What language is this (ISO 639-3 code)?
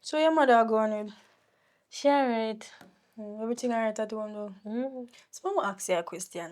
jam